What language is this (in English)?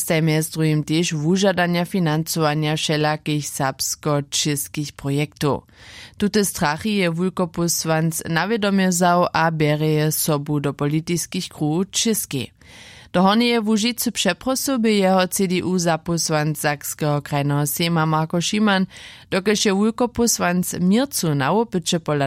Upper Sorbian